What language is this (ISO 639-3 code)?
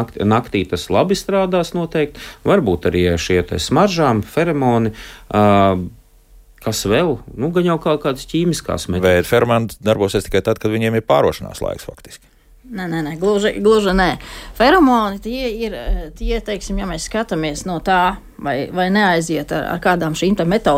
lav